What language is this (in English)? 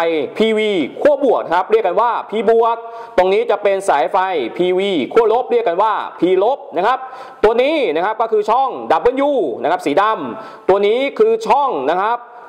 Thai